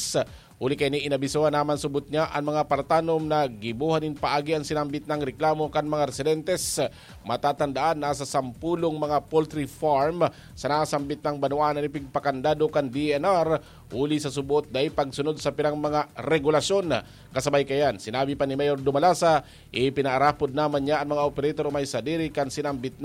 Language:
Bikol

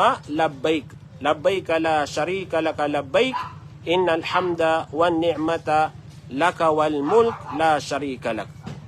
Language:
Maranao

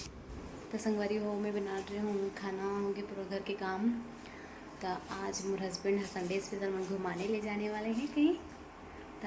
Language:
Chhattisgarhi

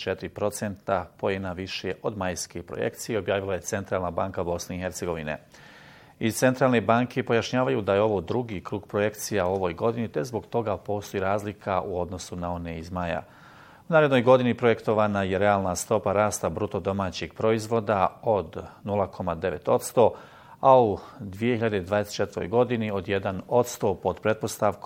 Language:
Bosnian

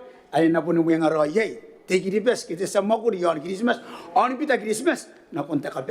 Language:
Gilbertese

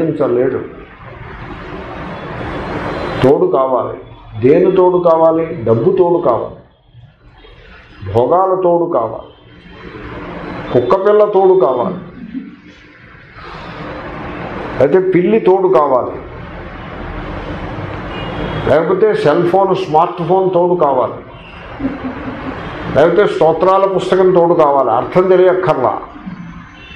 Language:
Telugu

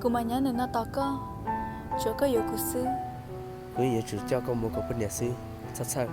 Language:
Hmong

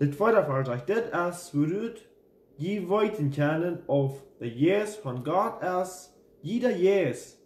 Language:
Plautdietsch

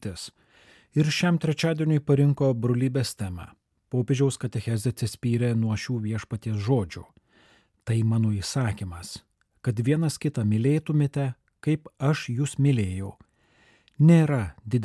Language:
Lithuanian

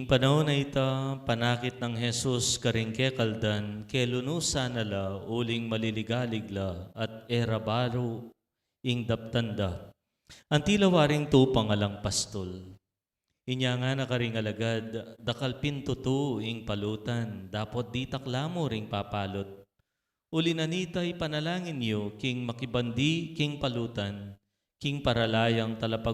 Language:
Pampanga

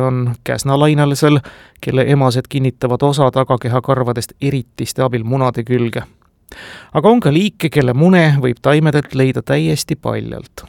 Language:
Estonian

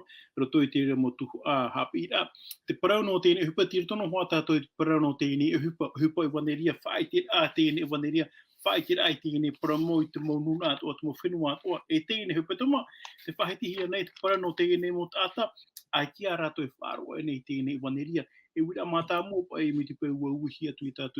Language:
Tahitian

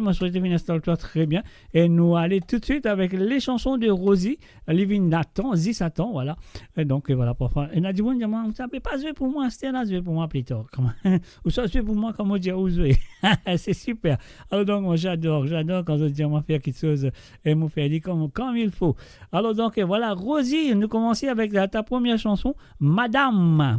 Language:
Morisyen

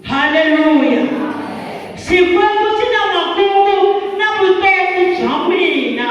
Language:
Tsonga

